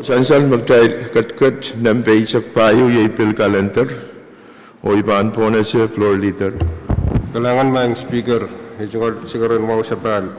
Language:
Pohnpeian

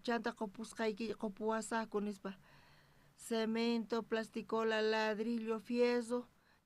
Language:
South Bolivian Quechua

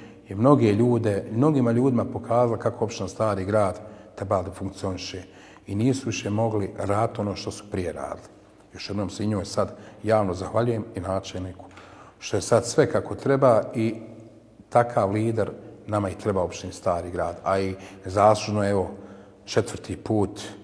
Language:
Bosnian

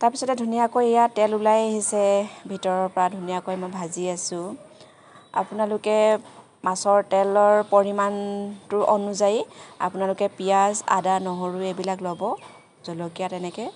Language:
Assamese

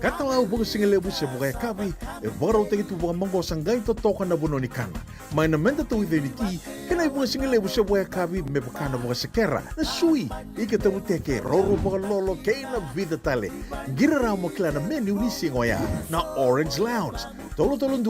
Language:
Fijian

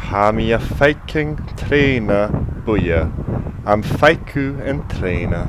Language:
Scottish Gaelic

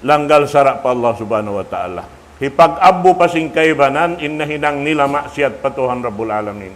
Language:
Tausug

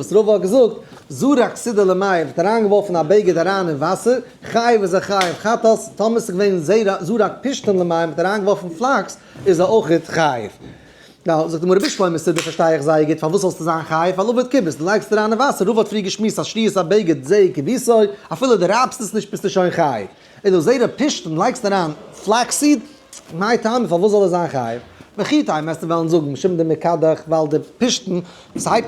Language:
Yiddish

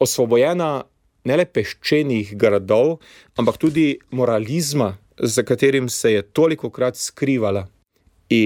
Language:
Slovenian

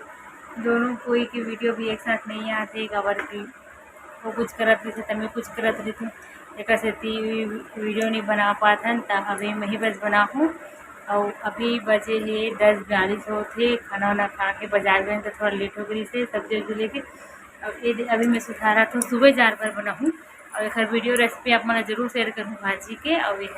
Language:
Chhattisgarhi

